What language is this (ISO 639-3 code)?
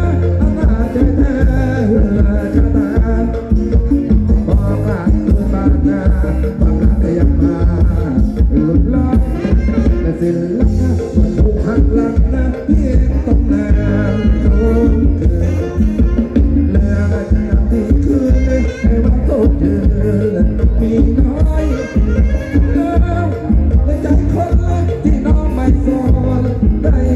tha